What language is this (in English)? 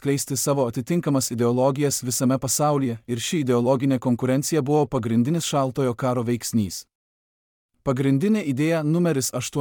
Lithuanian